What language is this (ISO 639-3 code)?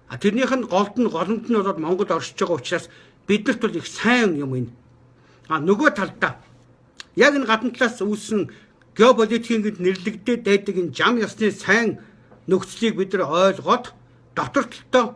mon